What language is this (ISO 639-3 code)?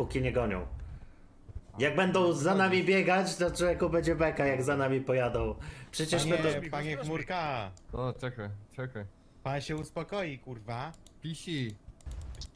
pol